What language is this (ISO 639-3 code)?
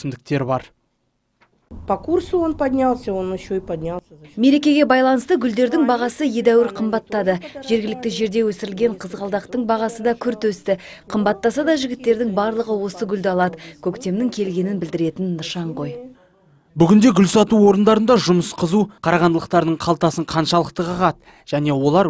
kaz